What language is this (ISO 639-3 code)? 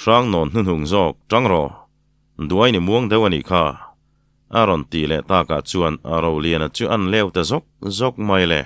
lus